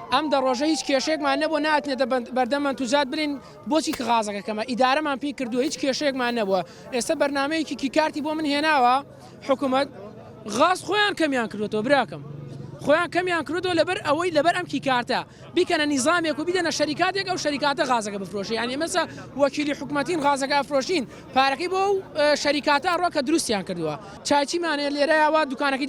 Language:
Central Kurdish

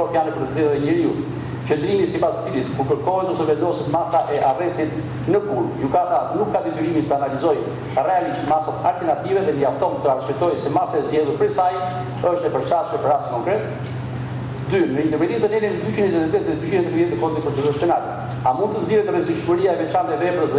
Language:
Albanian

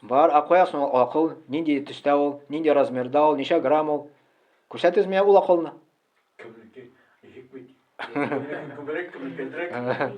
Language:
Tatar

